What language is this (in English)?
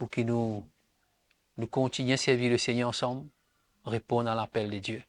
Morisyen